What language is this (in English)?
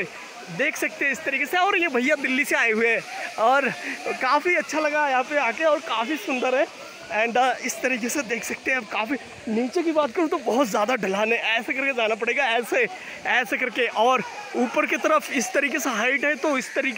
Hindi